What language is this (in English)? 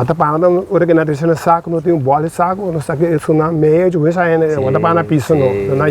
Papiamento